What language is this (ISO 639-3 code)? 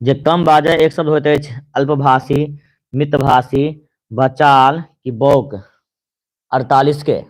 mai